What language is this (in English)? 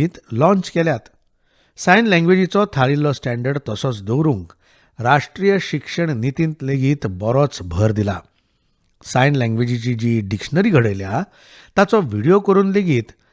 Konkani